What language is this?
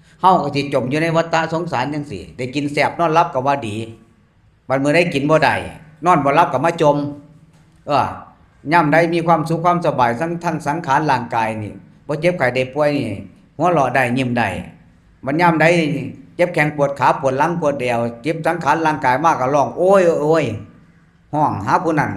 Northeastern Thai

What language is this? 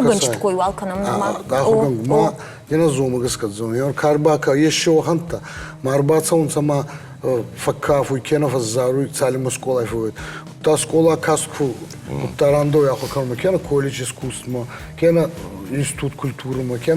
Ossetic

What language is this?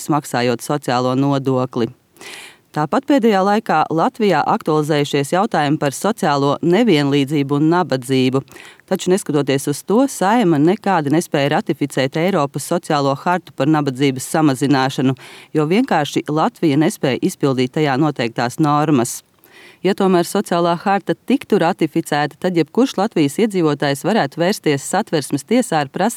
Latvian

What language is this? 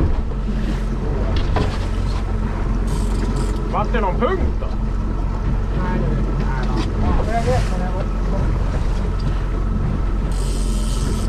Swedish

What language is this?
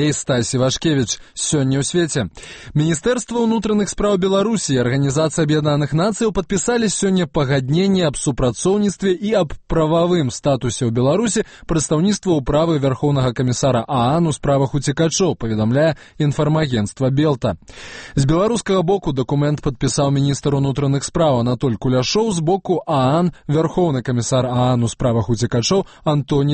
Belarusian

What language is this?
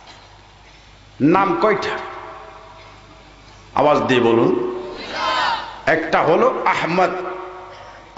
Bangla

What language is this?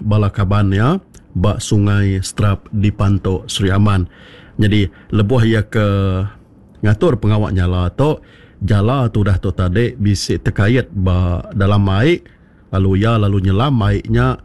Iban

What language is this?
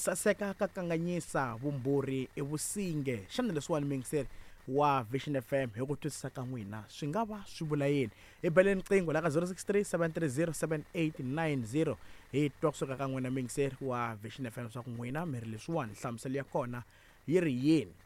Tsonga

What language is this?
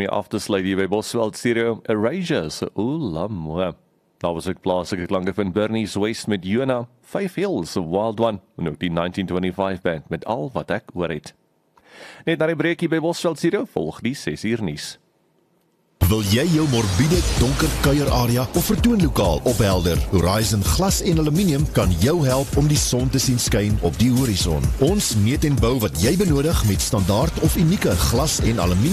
Afrikaans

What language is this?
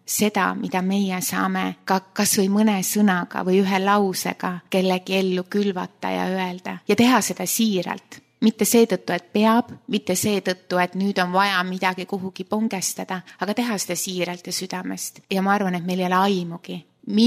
Estonian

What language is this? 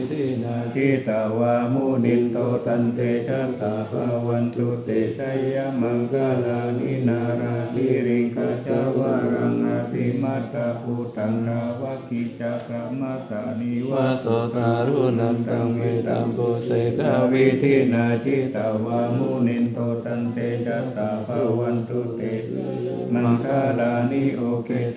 Pali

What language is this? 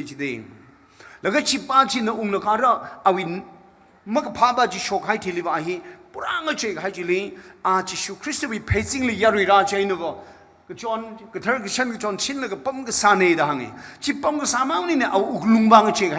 Tangkhul Naga (India)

